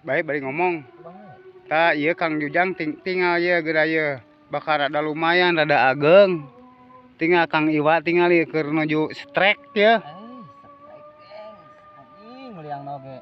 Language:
Sundanese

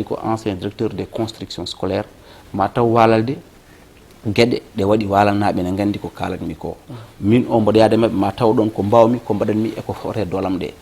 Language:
Fula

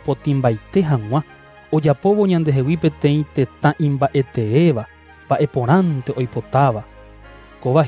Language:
Guarani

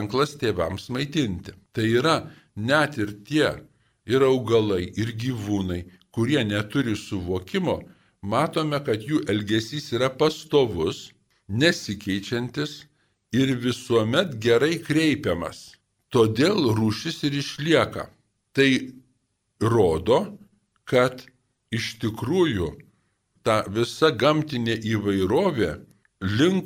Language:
Lithuanian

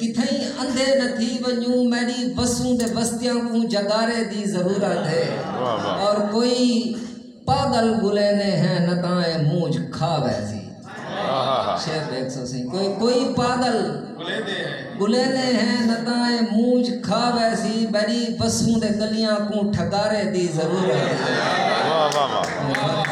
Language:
Saraiki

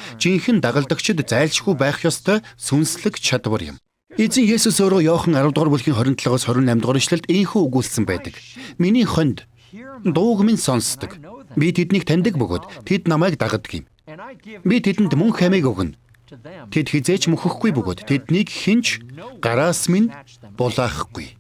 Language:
Mongolian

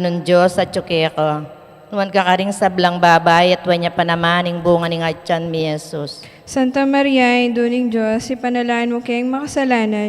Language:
Pampanga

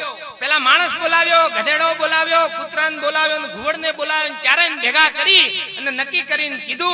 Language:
Gujarati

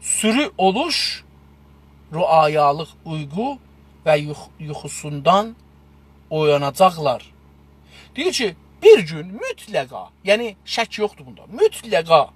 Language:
South Azerbaijani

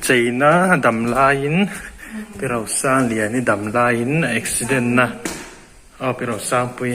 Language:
Mizo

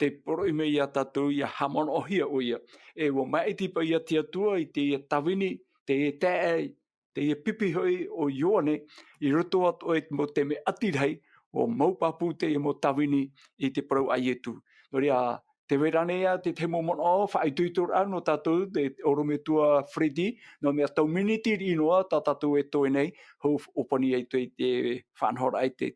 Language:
Tahitian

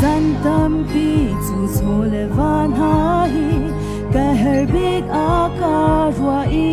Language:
Hakha Chin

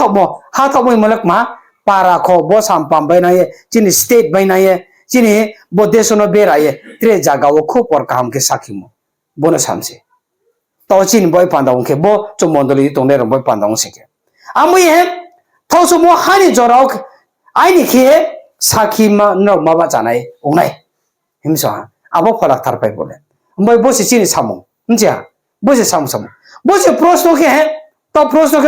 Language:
Riang (India)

